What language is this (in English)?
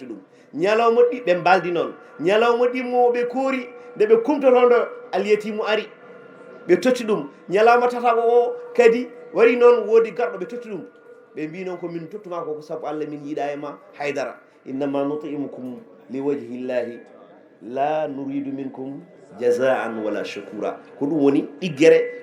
Fula